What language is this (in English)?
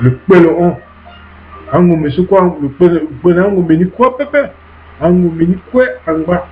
Sango